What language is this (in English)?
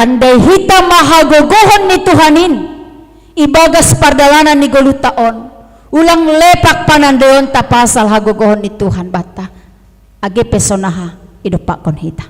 Batak Simalungun